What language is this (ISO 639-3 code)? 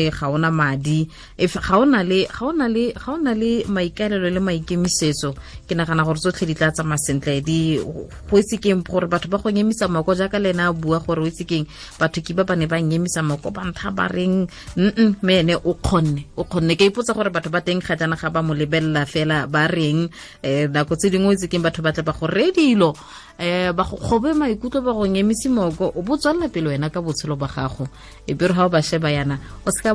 tsn